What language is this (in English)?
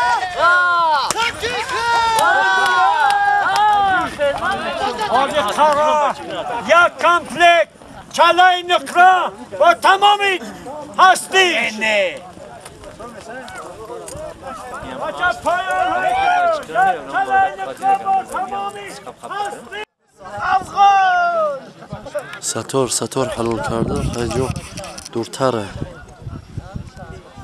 Persian